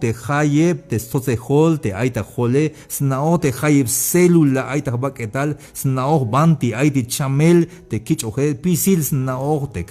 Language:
Tzeltal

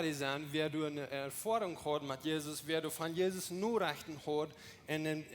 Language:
Plautdietsch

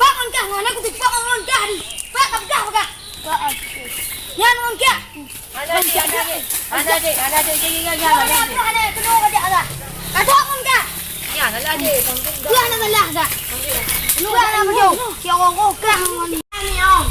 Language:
Achinese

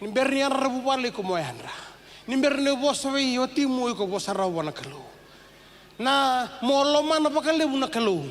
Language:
Fijian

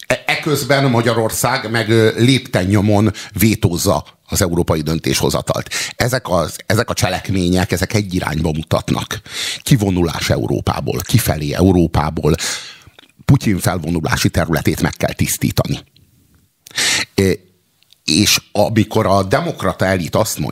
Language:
Hungarian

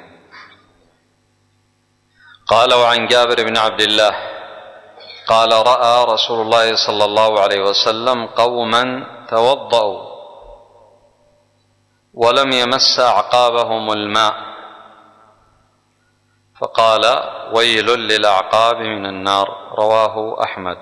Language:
Arabic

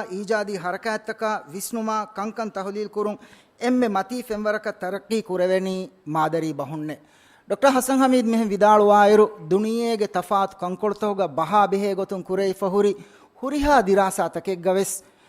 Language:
Divehi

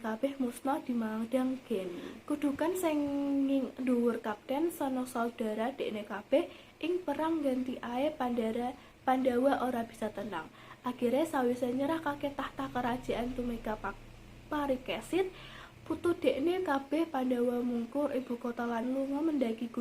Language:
Javanese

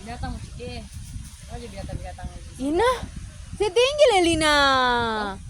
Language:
Manado Malay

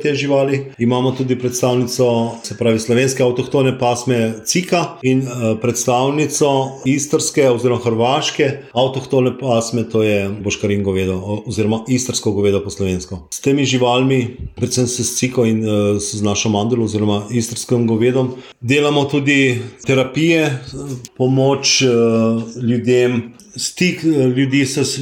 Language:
Slovenian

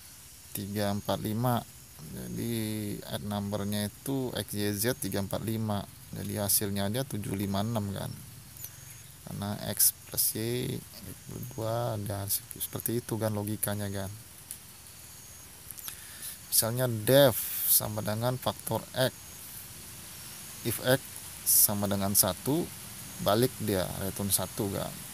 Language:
Indonesian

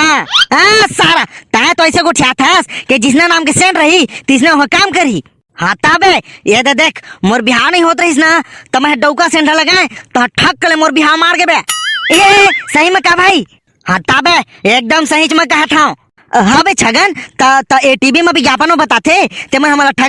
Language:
Chhattisgarhi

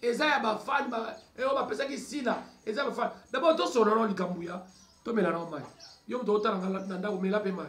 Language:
Lingala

